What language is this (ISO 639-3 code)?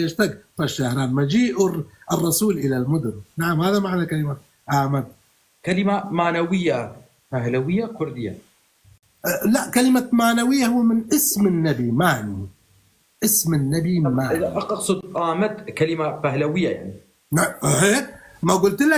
apc